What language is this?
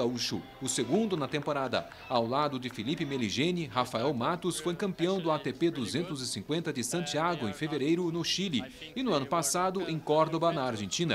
Portuguese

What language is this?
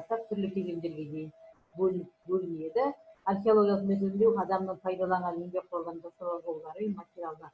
Kazakh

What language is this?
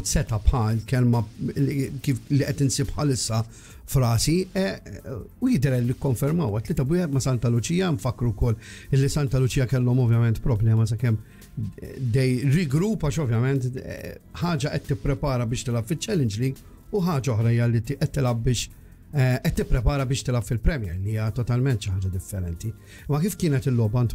Maltese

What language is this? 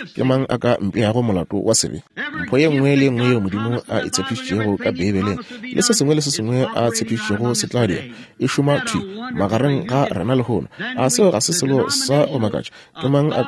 Northern Sotho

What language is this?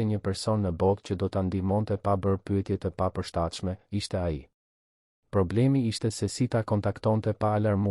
Albanian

